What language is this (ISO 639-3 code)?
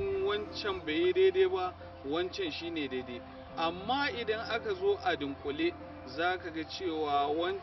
hau